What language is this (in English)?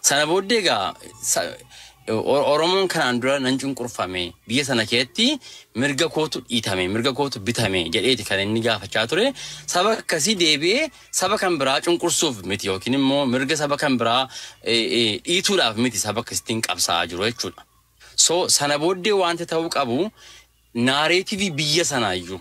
Oromo